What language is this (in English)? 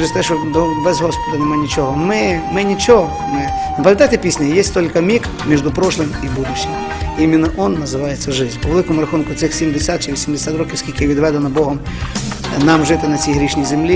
Ukrainian